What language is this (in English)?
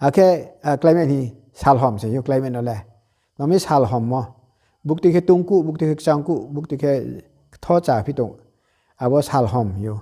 Riang (India)